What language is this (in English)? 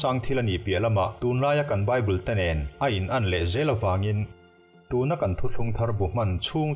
Mizo